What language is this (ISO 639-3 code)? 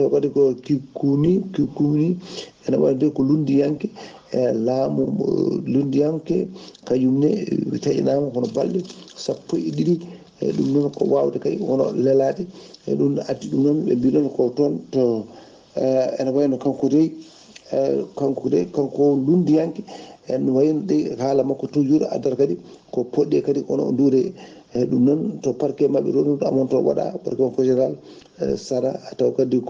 ful